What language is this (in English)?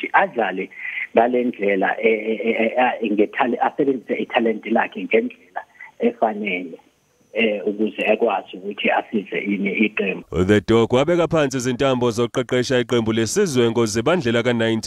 Zulu